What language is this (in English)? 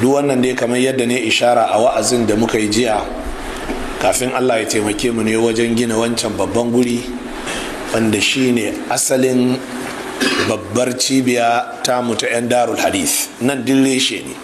Hausa